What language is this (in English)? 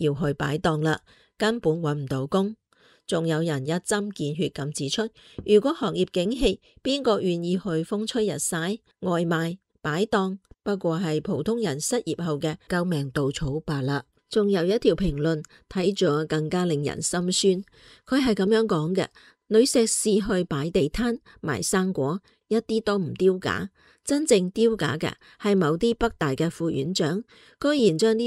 Cantonese